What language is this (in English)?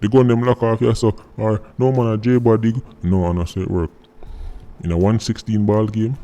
Jamaican Creole English